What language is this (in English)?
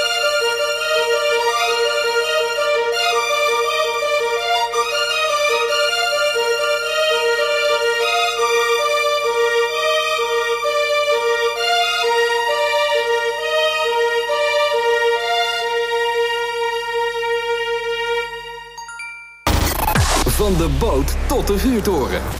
Dutch